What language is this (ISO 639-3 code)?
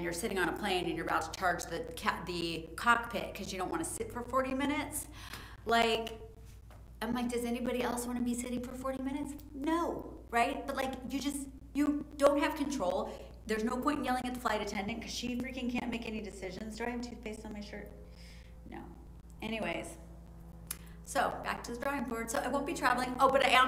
eng